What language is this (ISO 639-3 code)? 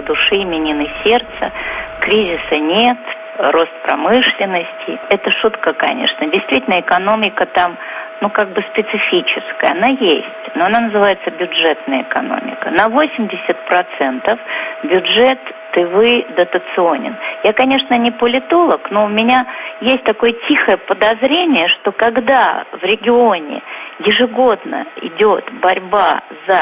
rus